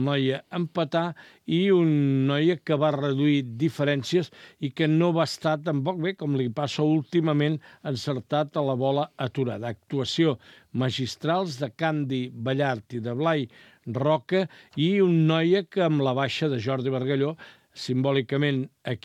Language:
Catalan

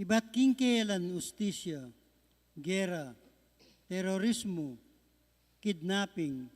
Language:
Pampanga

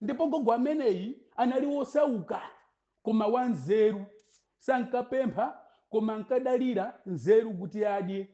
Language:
Nyanja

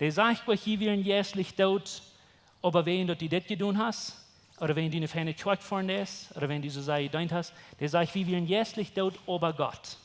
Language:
Plautdietsch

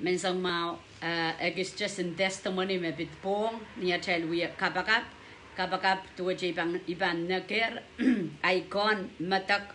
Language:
Pohnpeian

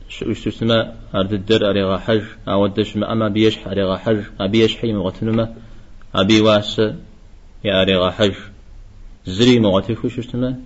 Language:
Kabardian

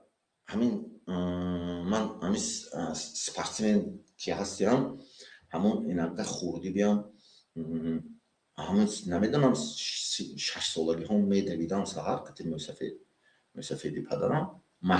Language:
Tajik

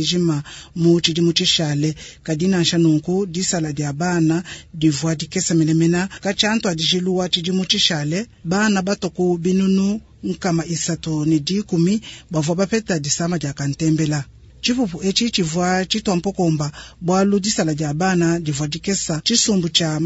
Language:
Luba-Lulua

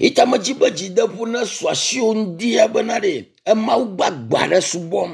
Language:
Ewe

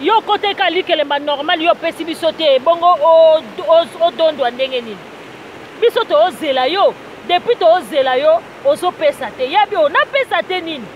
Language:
Lingala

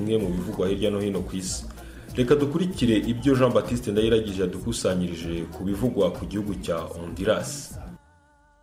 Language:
Kinyarwanda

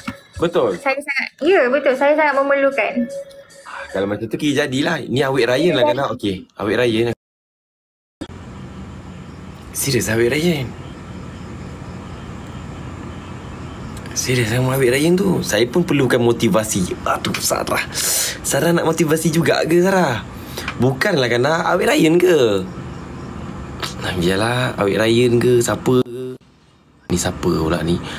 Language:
Malay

